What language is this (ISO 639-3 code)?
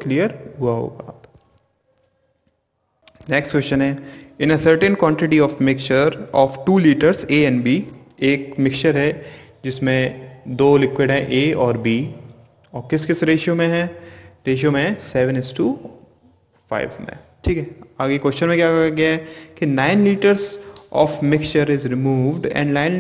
hin